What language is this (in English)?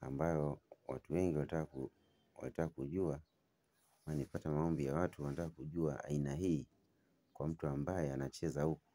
Swahili